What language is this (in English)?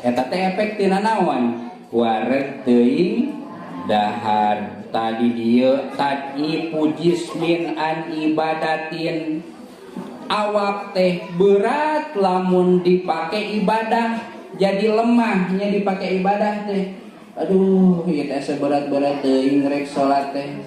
Sundanese